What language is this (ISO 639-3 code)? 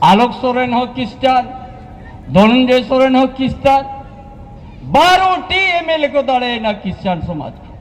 sat